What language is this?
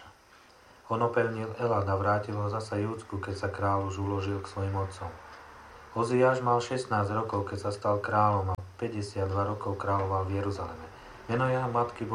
Slovak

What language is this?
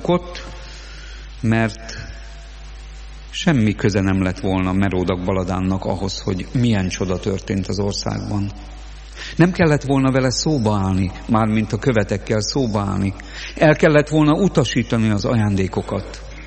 Hungarian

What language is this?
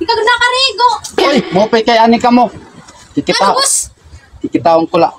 Waray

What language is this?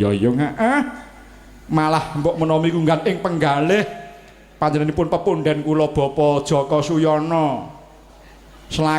Javanese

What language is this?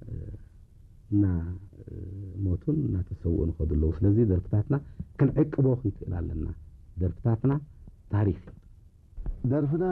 Tigrinya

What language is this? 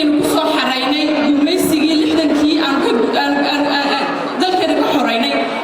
Somali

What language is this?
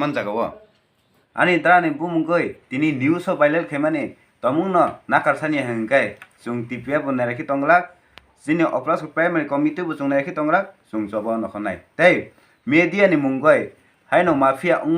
Riang (India)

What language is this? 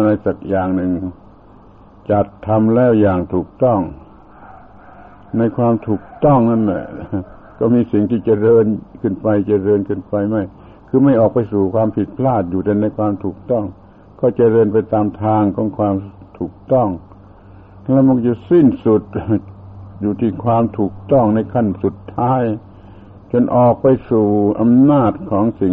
Thai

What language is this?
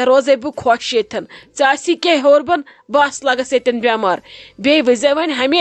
Kashmiri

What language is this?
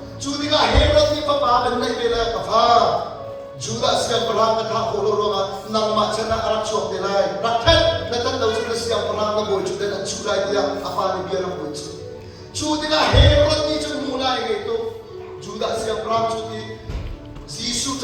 Hakha Chin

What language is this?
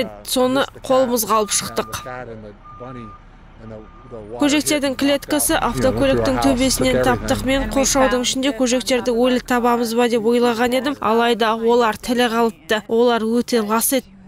Kazakh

